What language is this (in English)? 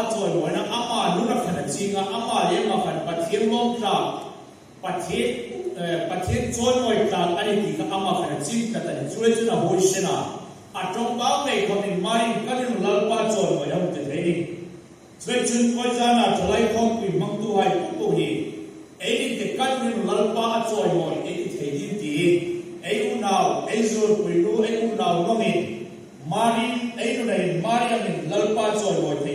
Hmar